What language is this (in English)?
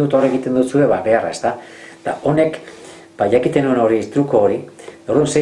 Basque